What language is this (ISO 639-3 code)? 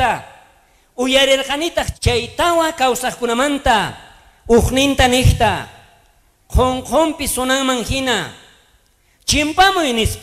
quh